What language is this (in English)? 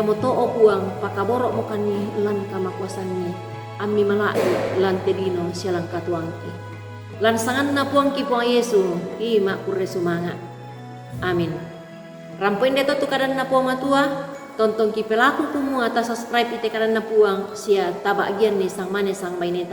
Toraja-Sa'dan